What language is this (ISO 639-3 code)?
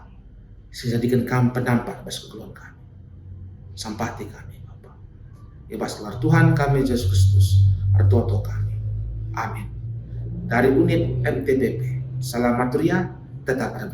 btx